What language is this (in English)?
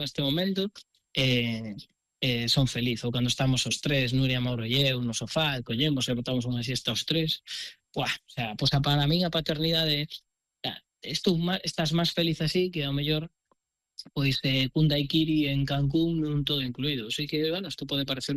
Galician